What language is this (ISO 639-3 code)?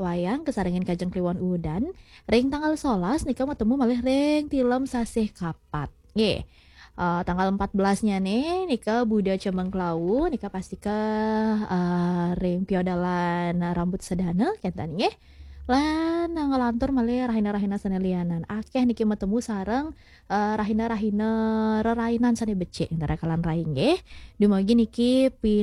ban